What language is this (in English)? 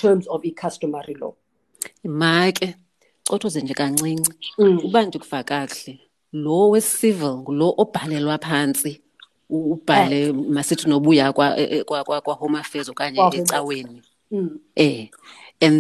Xhosa